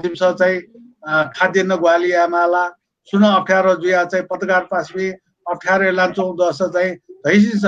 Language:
Newari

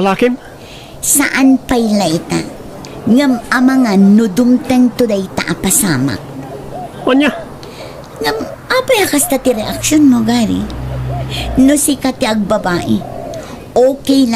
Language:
Iloko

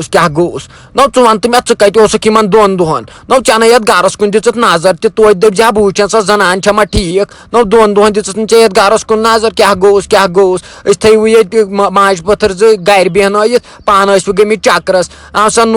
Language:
Kashmiri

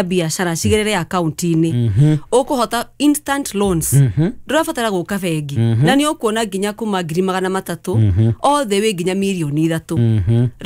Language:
Kikuyu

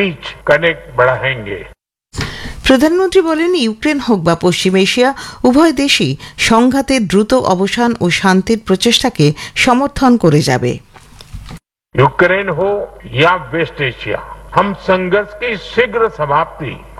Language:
Bangla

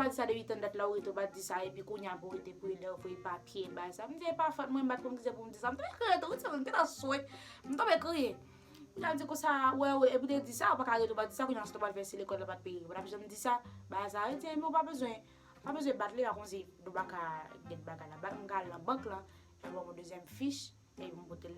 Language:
Haitian Creole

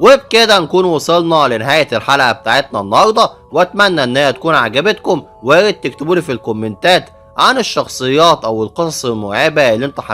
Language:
Egyptian Arabic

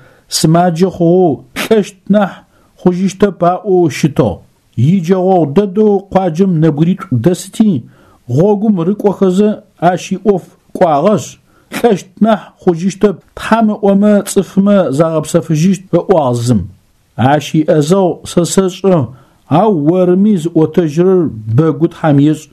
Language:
Adyghe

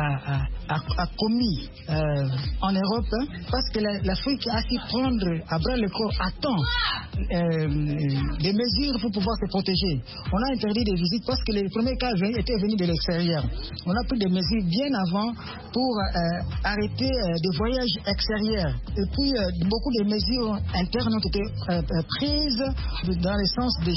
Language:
French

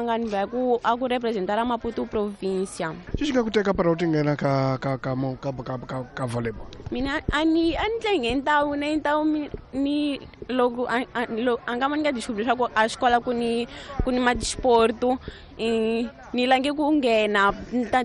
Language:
Tsonga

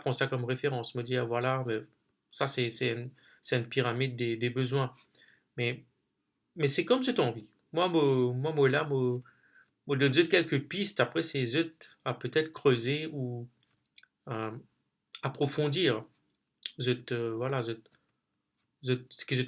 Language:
Morisyen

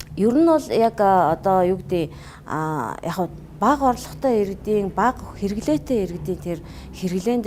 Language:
Mongolian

